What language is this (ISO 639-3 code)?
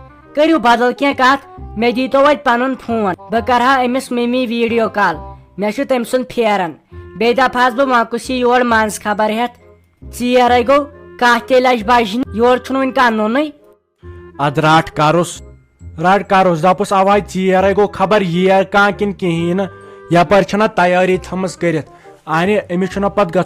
kas